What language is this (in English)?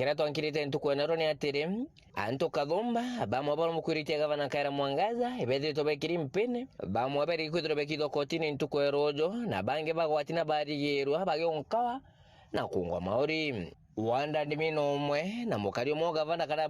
Meru